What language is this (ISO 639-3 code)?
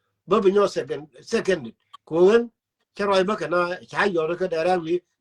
nus